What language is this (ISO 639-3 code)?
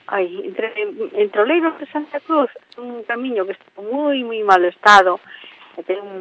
glg